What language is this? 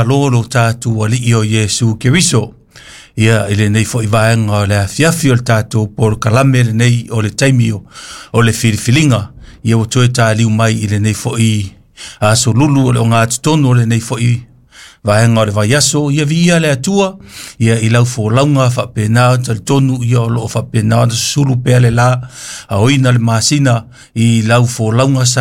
Samoan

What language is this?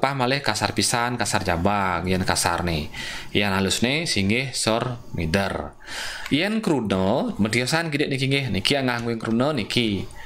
Balinese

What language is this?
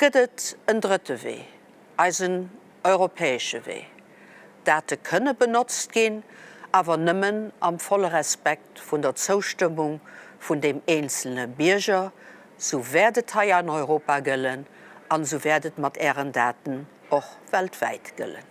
Luxembourgish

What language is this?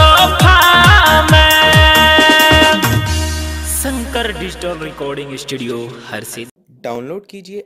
Bhojpuri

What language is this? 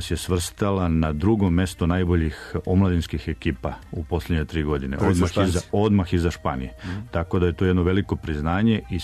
Serbian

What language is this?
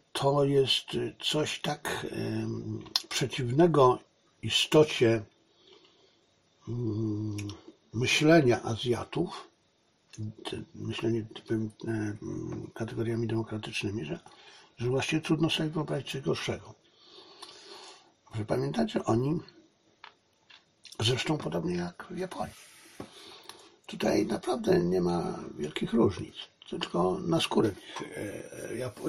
Polish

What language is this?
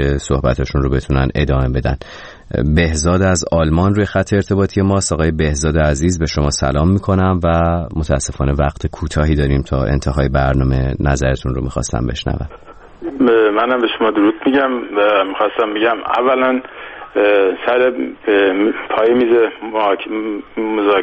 Persian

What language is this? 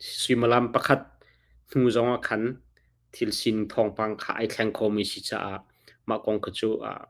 Hakha Chin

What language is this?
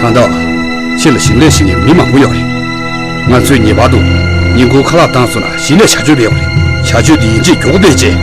Tibetan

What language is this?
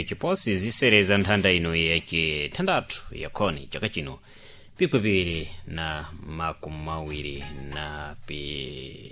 Sena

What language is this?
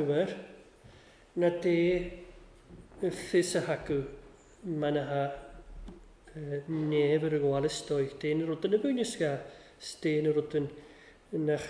Welsh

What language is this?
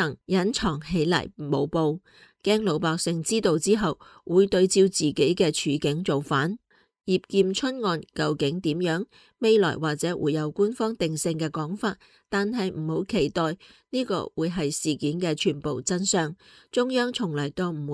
Cantonese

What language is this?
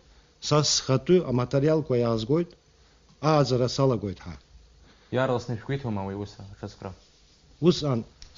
Abkhazian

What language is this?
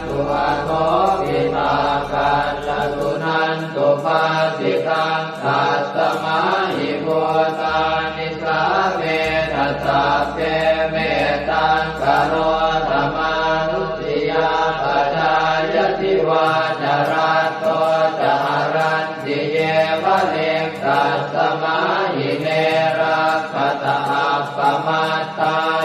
Pali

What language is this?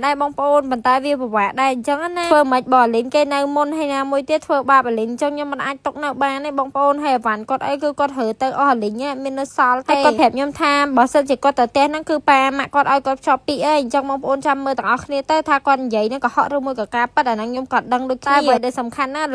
Khmer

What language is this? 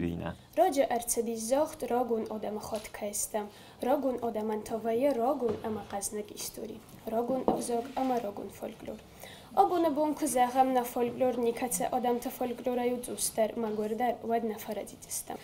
Ossetic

